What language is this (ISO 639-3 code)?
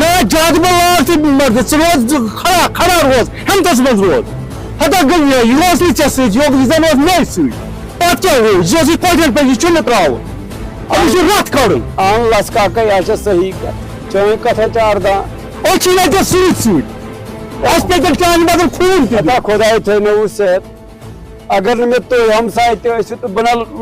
kas